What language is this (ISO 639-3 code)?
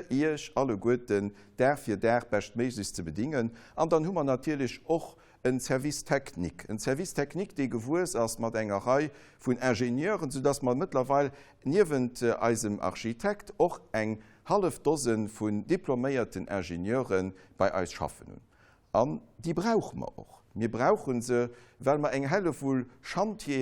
ltz